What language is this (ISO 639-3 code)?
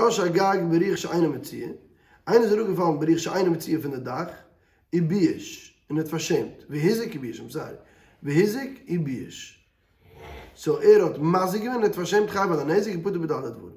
yid